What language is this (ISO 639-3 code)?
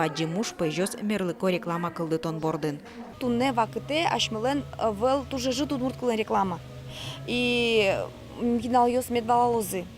udm